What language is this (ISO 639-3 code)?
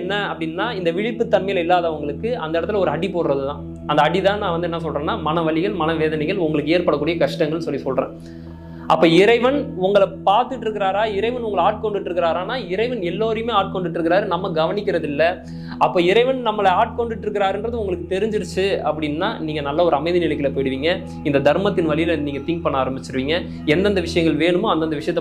tam